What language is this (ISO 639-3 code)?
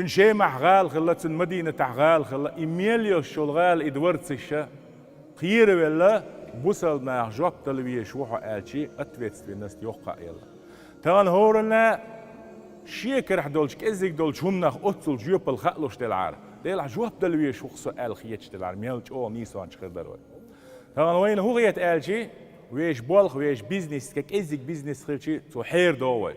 che